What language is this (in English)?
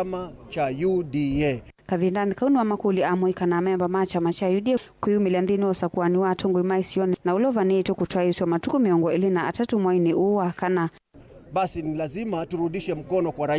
Kamba